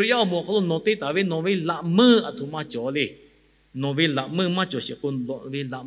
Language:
Lahu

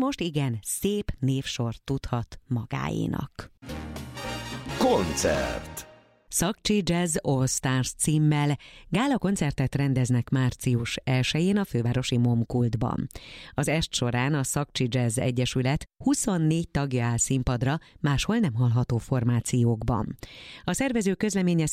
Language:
Hungarian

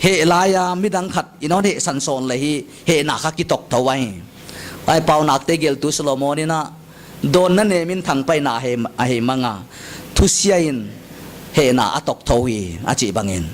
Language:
Paite Chin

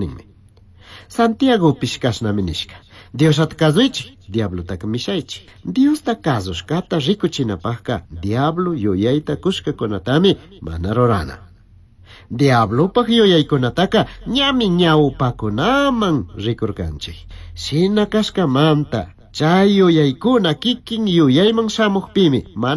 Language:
Chimborazo Highland Quichua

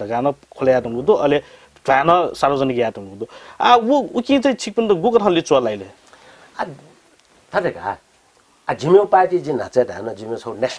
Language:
Newari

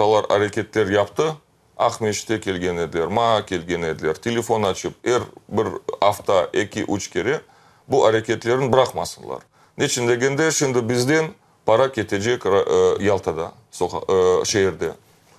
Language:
Crimean Tatar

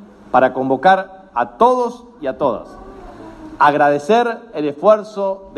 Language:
Spanish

